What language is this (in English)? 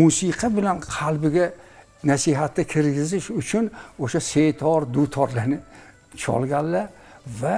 Uzbek